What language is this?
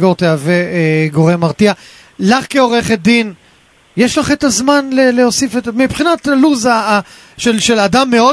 Hebrew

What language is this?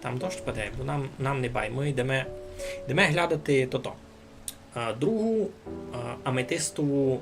Rusyn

